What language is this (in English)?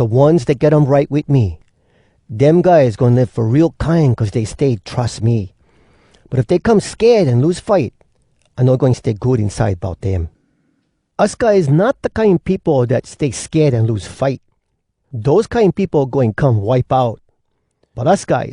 Hawai'i Creole English